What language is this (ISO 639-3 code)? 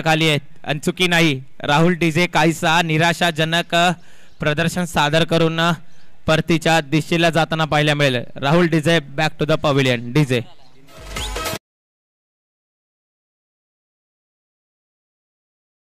mar